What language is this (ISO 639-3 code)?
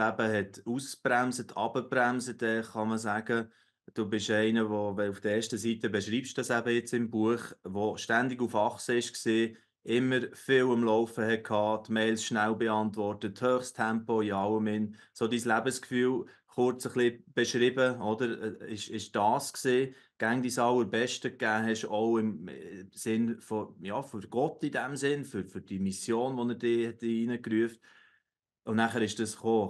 gsw